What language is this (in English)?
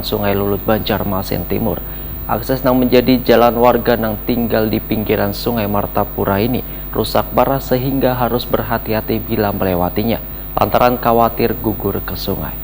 Banjar